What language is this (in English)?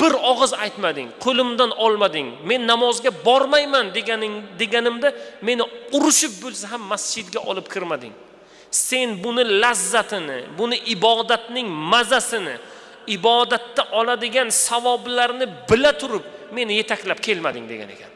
Uzbek